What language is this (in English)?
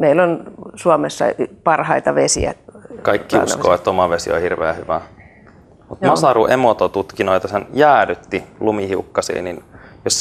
Finnish